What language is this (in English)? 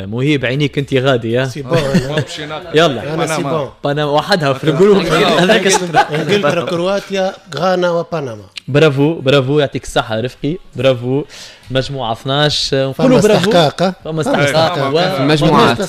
Tunisian Arabic